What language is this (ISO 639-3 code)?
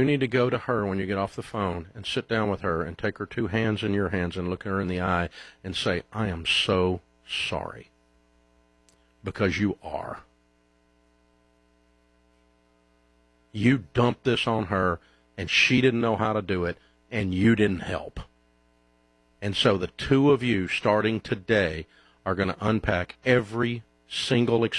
eng